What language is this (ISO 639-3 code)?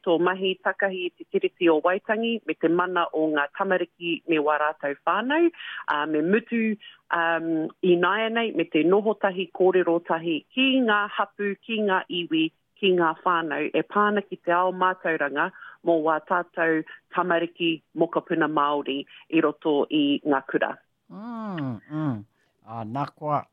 mri